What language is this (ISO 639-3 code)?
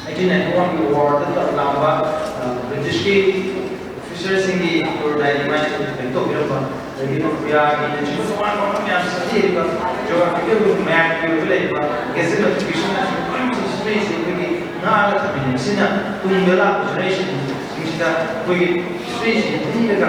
mni